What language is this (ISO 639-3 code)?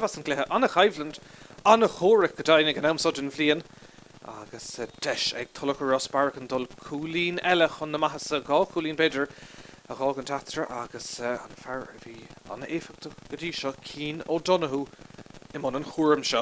gle